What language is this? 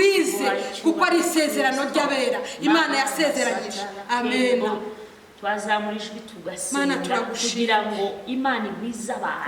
Kinyarwanda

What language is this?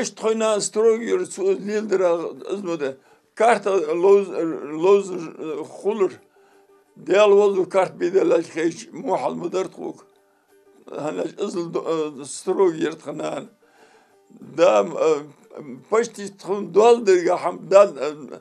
Ingush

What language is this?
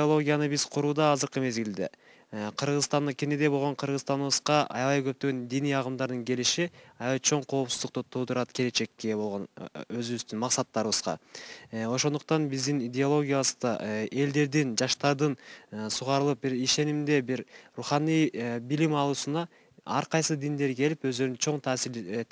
Kyrgyz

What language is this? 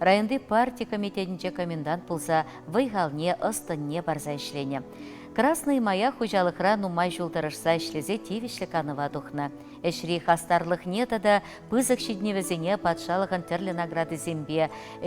Chuvash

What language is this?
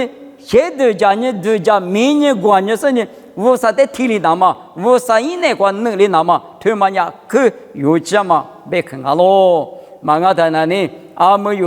Lisu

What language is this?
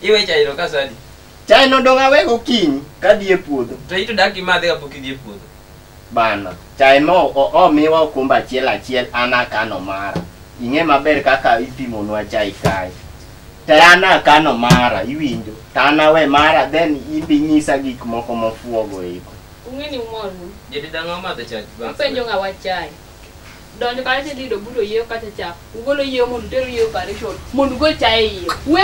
Luo (Kenya and Tanzania)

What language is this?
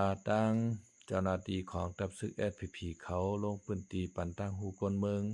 Shan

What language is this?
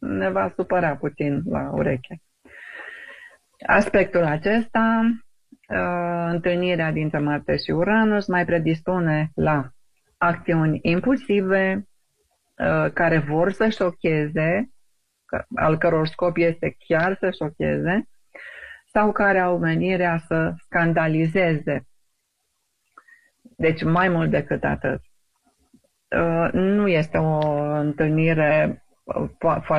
Romanian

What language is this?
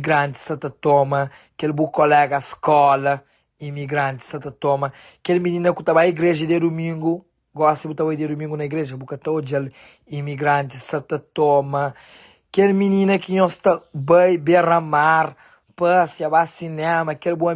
Kabuverdianu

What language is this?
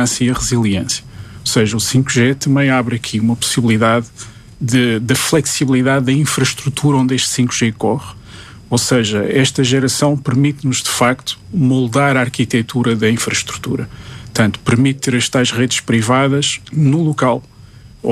Portuguese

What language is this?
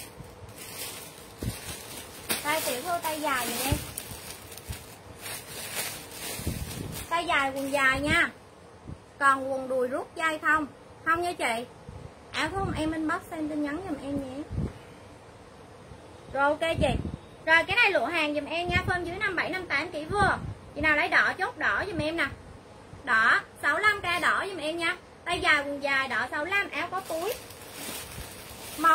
Vietnamese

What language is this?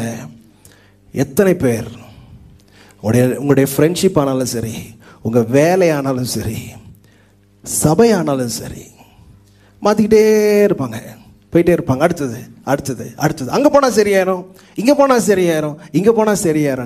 Tamil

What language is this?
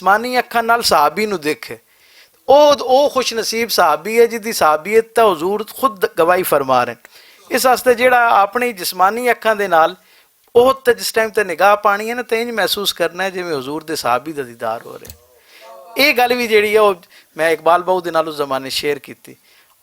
Western Panjabi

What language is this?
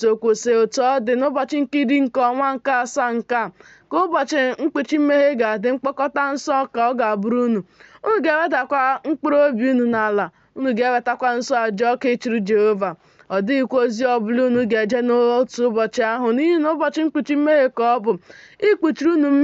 Igbo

